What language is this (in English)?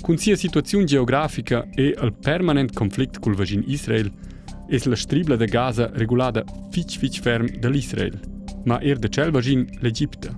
Romansh